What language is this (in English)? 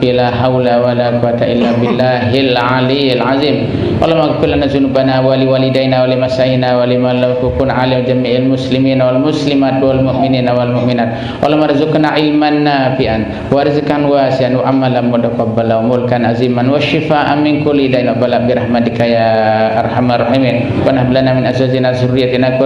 Sasak